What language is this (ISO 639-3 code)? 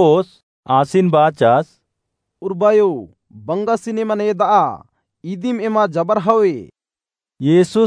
kru